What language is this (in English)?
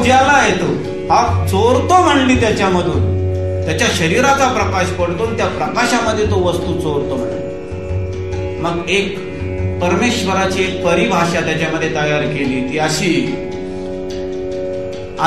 Marathi